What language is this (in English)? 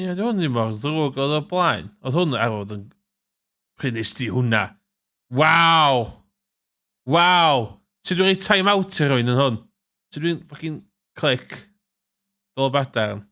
Welsh